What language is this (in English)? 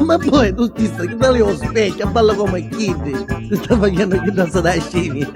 Neapolitan